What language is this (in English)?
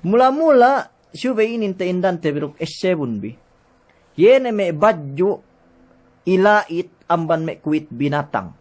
Yakan